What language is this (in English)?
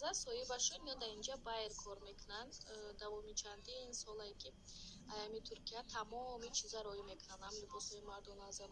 Tajik